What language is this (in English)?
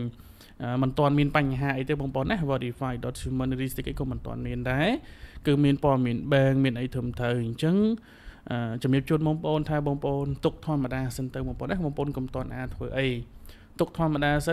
Khmer